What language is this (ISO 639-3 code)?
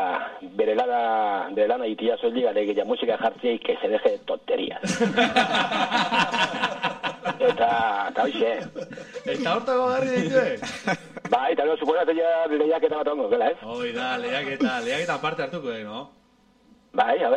eus